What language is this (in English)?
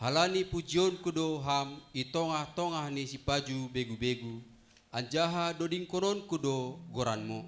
Batak Simalungun